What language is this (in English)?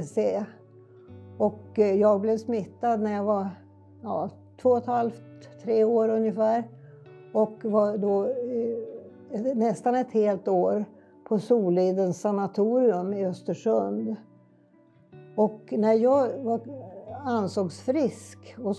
Swedish